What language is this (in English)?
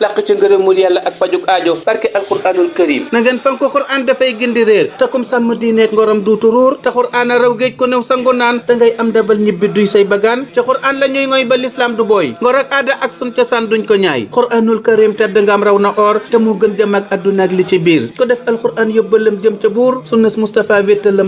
Wolof